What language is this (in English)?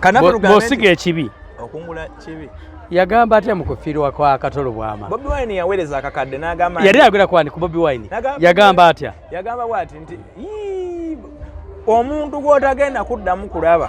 Ganda